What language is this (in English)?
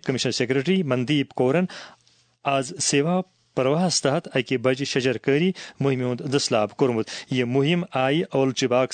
Kashmiri